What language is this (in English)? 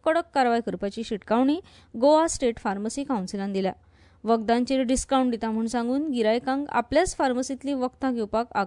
Konkani